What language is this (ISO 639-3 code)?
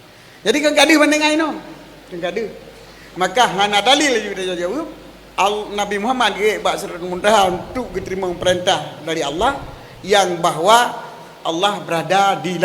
ace